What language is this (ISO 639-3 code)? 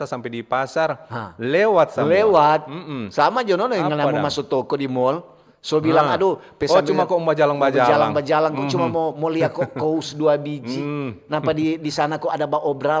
xmm